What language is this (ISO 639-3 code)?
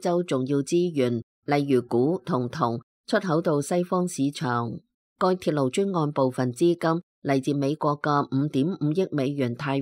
yue